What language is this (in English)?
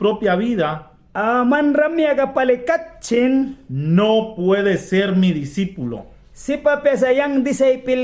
Mískito